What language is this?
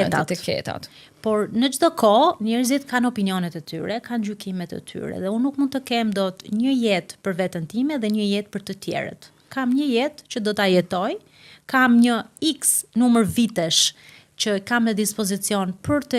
Albanian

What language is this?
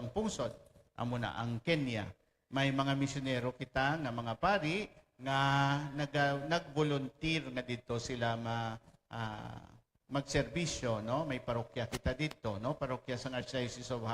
Hiligaynon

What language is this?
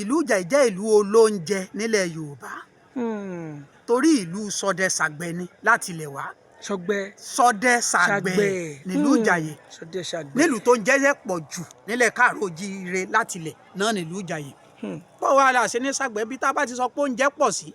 Yoruba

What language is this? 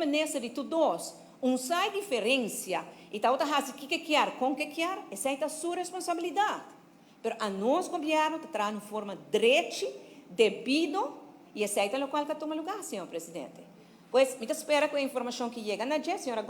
Papiamento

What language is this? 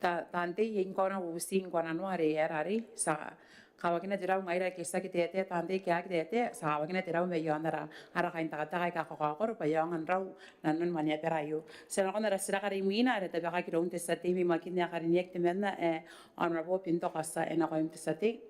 Gilbertese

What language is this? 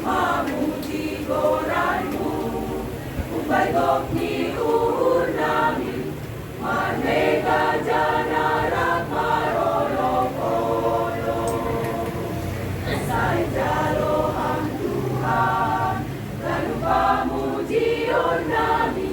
Batak Simalungun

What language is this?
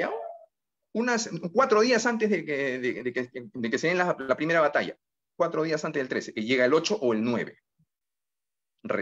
Spanish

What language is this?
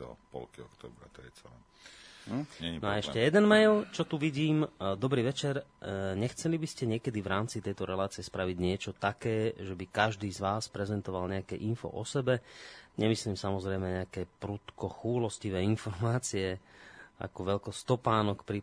Slovak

